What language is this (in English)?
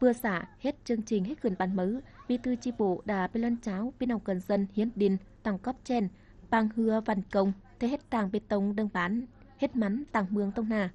Tày